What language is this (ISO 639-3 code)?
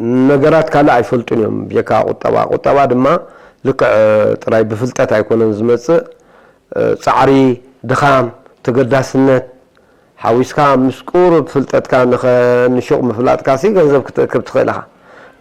tir